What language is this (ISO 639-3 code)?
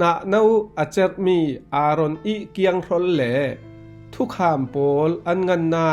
cfm